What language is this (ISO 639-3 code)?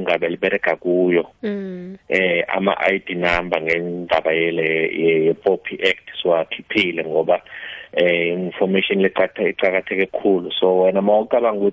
nbl